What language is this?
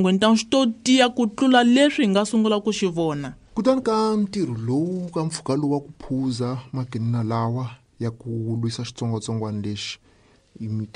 Tsonga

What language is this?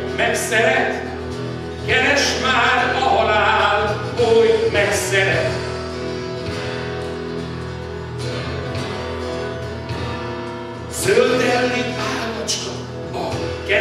Hungarian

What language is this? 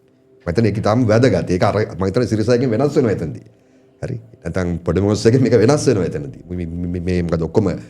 Sinhala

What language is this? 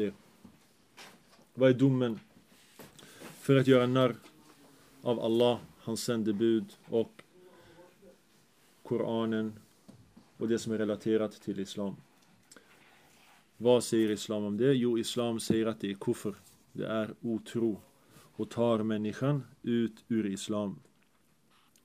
Swedish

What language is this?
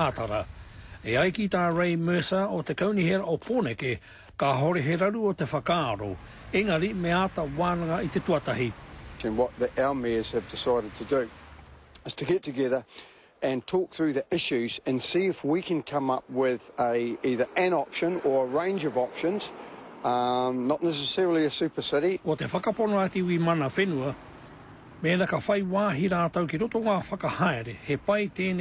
Māori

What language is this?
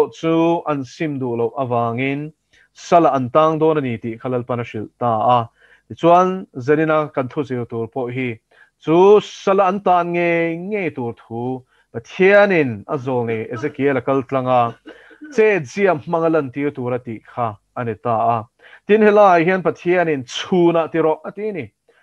Mizo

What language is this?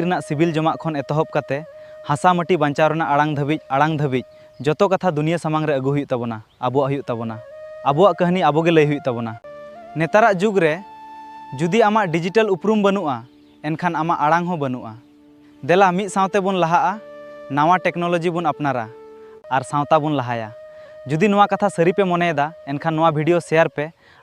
Santali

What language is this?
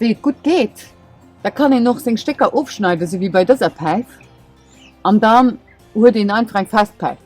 Luxembourgish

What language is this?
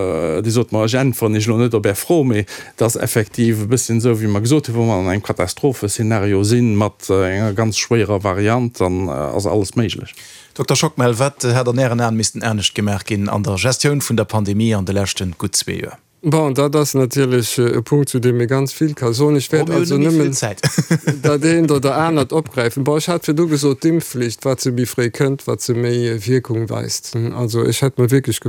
Luxembourgish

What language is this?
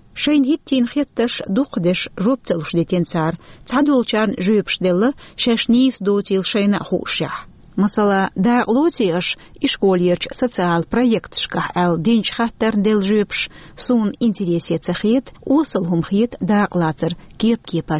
Chechen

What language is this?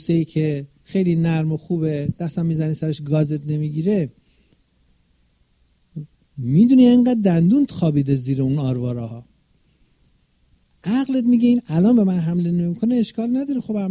Persian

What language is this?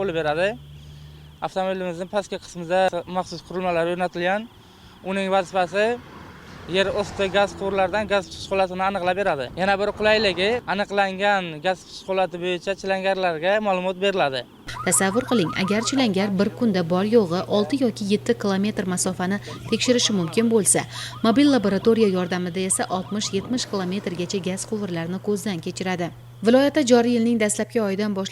Uzbek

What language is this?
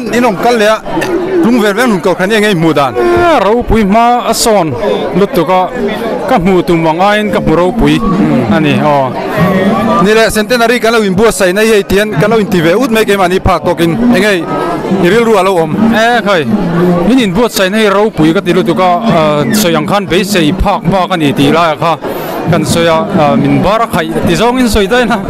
Mizo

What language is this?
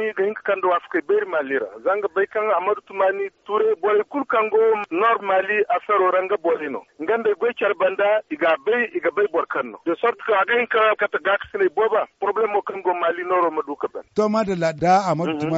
Zarma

